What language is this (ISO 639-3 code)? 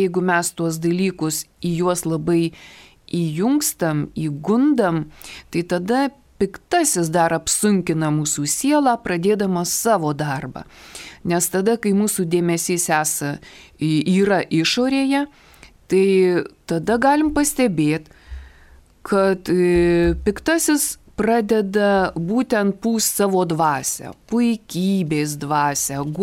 lit